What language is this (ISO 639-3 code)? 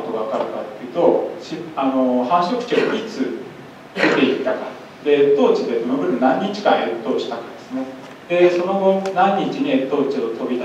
jpn